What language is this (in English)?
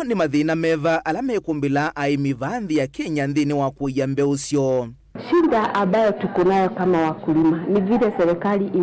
Kamba